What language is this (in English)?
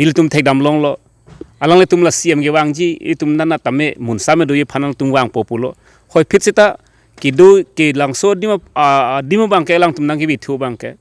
Karbi